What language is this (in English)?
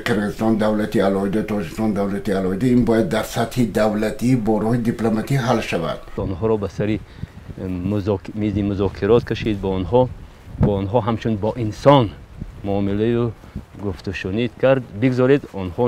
Tajik